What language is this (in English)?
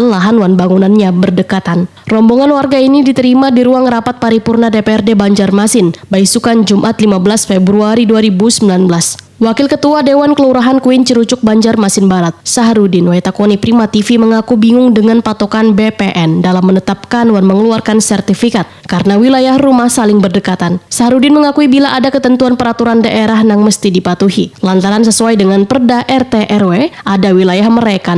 Banjar